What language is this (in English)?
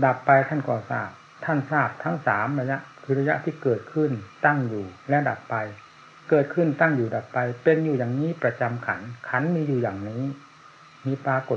Thai